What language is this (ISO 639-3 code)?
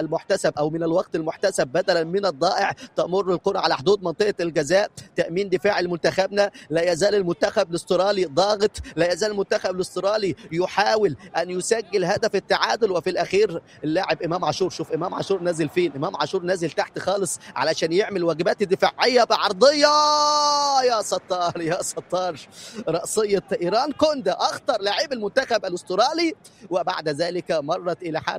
apc